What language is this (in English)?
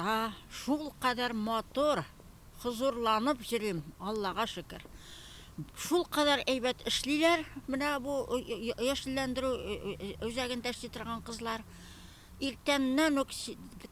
Tatar